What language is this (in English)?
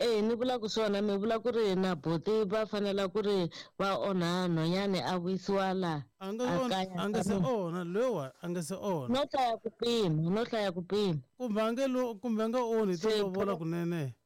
Tsonga